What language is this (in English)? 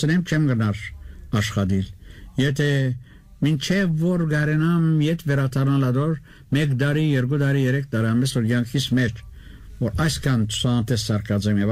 Armenian